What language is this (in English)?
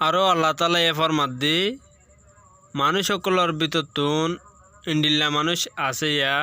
Rohingya